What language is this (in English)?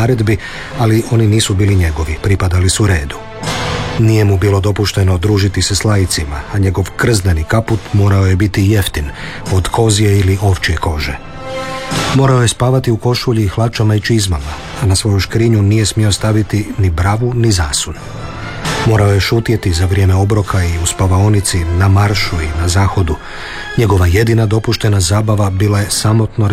Croatian